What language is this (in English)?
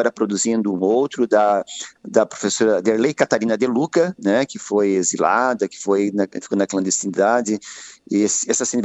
Portuguese